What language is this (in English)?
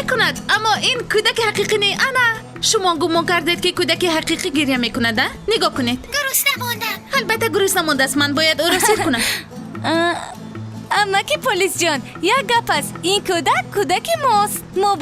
Tajik